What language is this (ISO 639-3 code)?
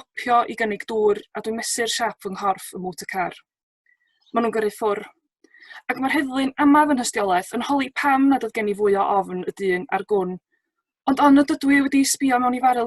cym